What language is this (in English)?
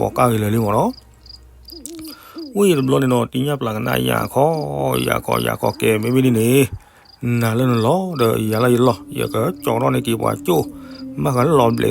S'gaw Karen